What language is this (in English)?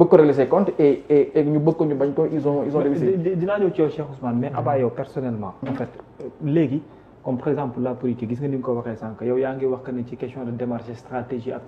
Wolof